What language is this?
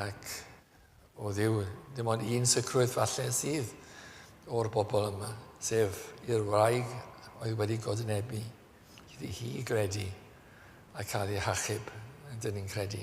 Welsh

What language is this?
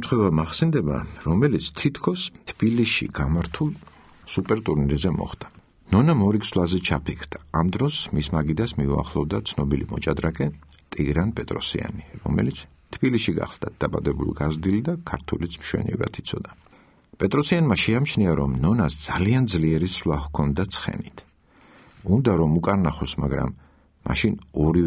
Georgian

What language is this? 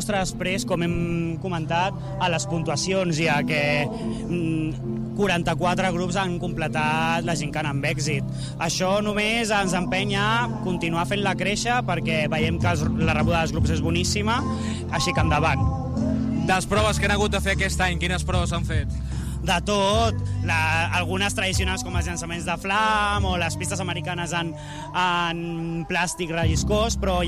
Catalan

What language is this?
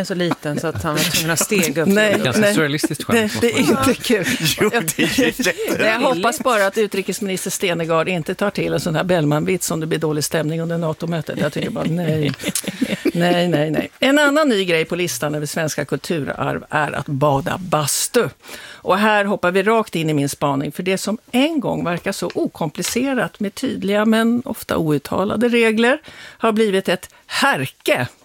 Swedish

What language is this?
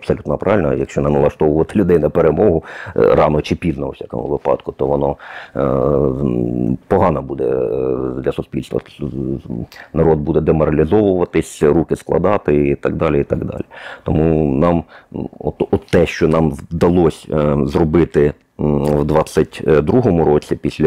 Ukrainian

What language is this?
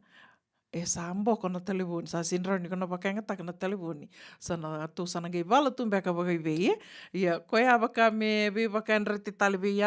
Fijian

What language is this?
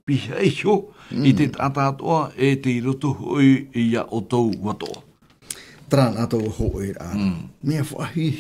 Tahitian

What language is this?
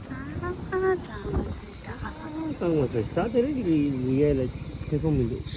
Tibetan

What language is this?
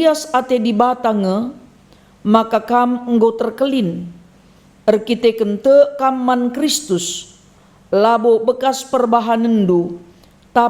Batak Karo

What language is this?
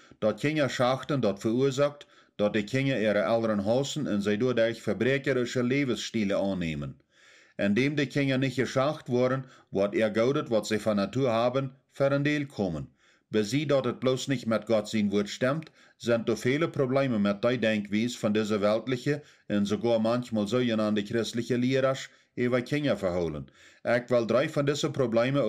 Plautdietsch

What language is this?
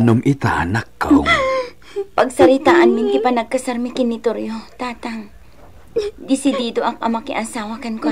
Iloko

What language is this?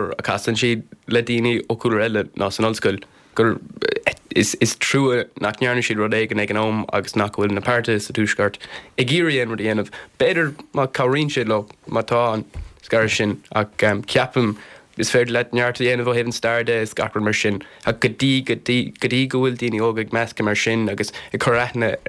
Irish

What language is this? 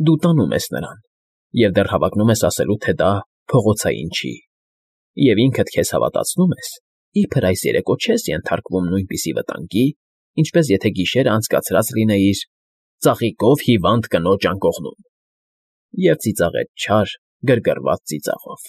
Armenian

